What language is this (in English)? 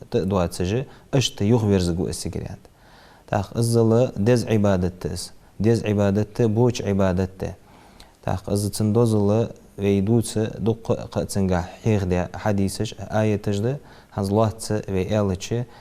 Ingush